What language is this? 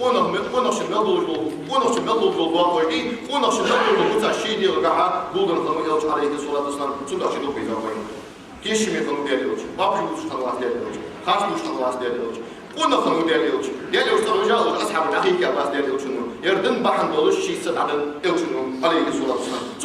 Ingush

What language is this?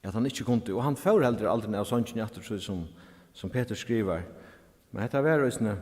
Faroese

